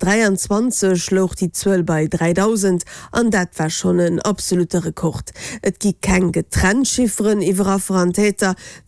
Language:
Luxembourgish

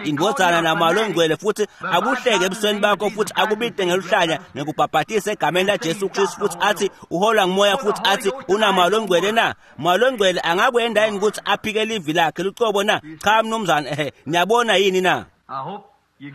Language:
Swati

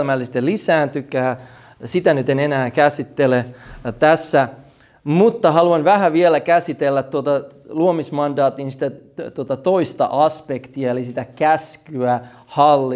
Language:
Finnish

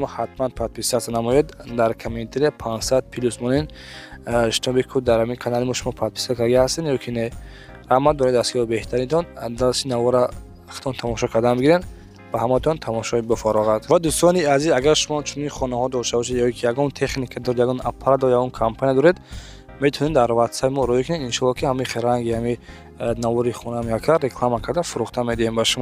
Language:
Tajik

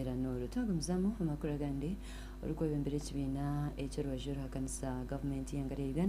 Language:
Nyankole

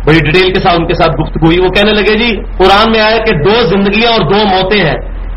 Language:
Urdu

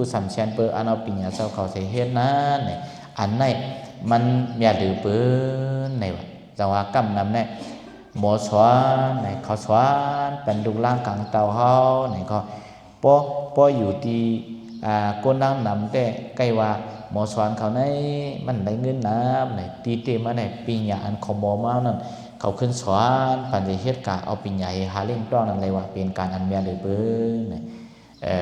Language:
Shan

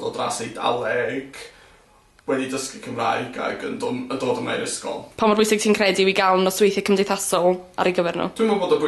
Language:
Welsh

